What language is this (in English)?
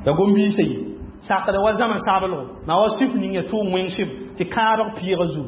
Mossi